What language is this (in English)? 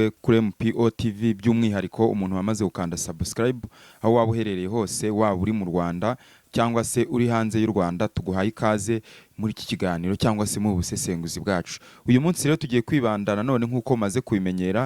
Kinyarwanda